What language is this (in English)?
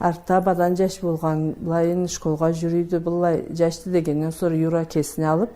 Karachay-Balkar